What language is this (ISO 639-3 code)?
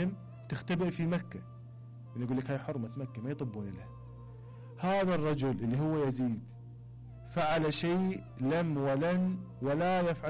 acm